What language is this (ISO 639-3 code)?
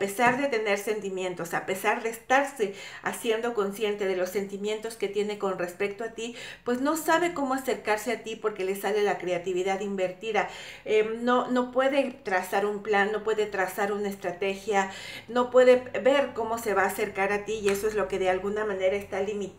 spa